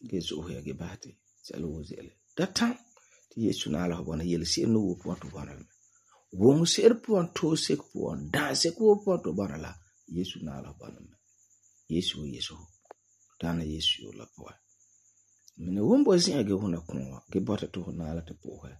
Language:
Frafra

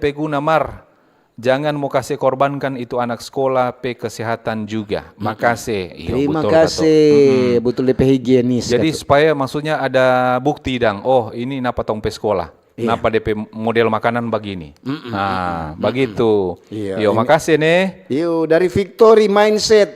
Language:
Manado Malay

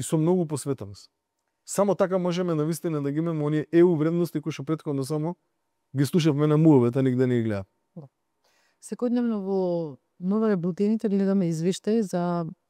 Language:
Macedonian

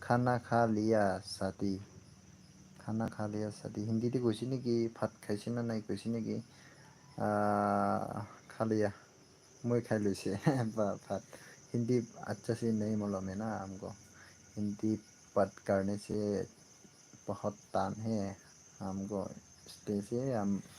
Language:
Naga Pidgin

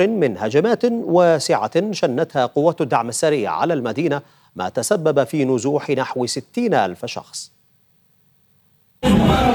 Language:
Arabic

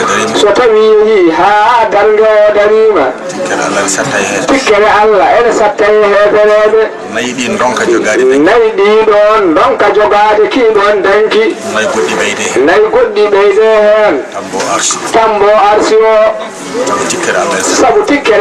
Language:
Fula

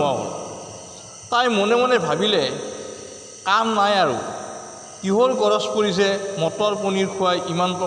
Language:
Assamese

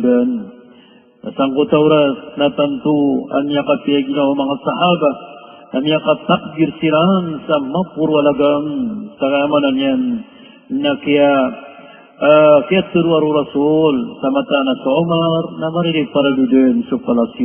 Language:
Maranao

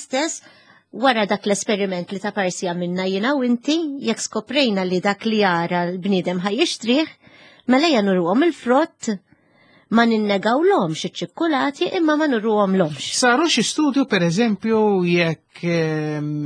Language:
Maltese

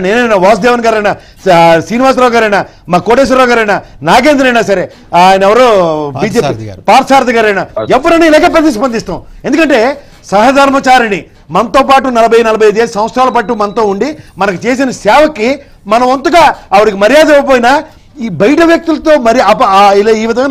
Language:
Telugu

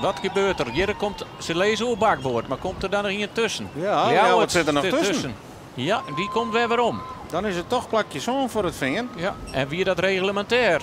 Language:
Western Frisian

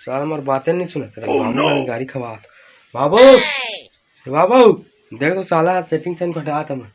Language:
Chhattisgarhi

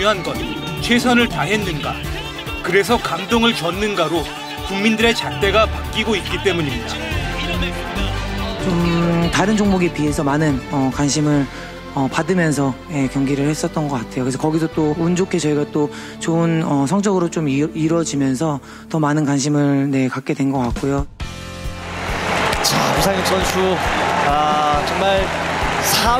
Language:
Korean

